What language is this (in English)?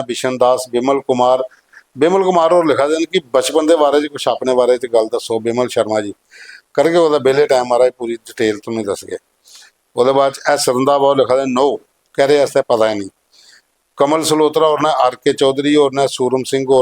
Dogri